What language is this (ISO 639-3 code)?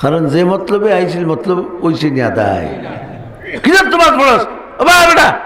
syl